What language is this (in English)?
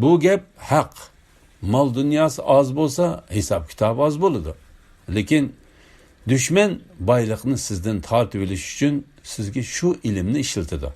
Uyghur